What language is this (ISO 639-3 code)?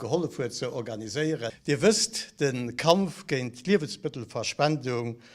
ltz